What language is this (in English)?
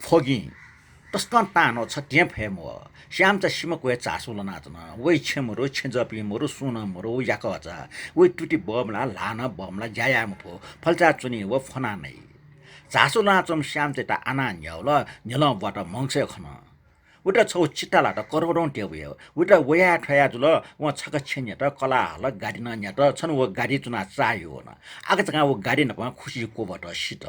Newari